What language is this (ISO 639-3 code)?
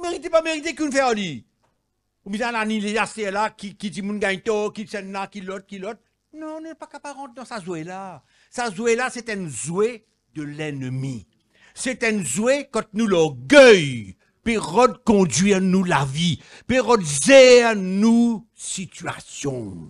mfe